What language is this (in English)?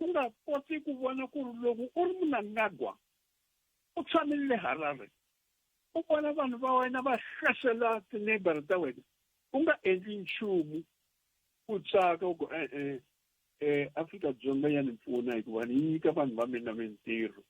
Tsonga